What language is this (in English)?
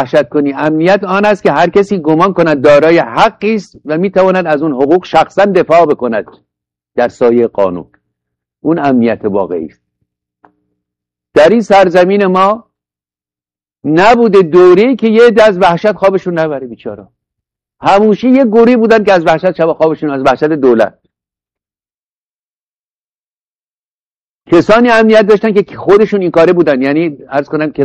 Persian